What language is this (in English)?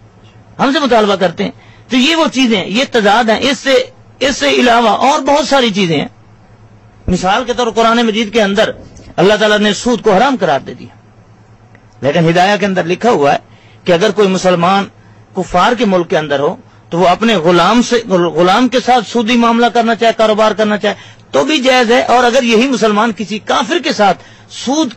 Urdu